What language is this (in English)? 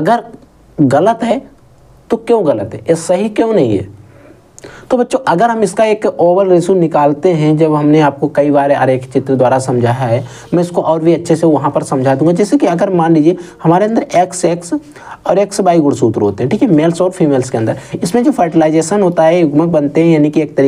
Hindi